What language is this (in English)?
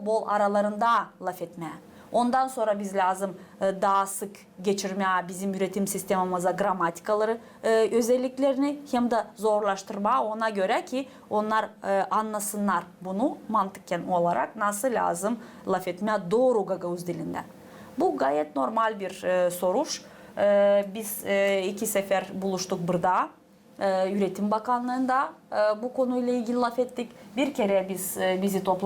Gagauz